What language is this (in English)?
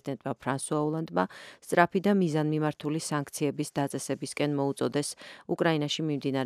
Georgian